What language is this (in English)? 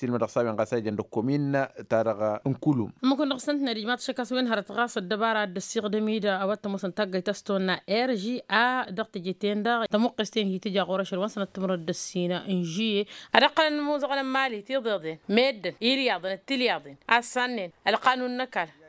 Tamasheq